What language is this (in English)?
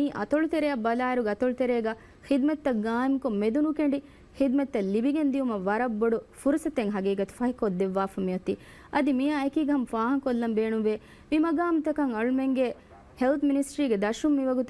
Divehi